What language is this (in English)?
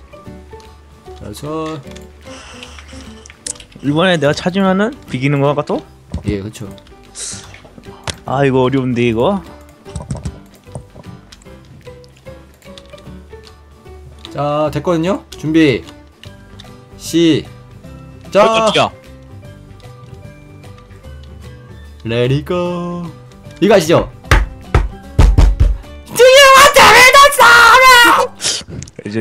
Korean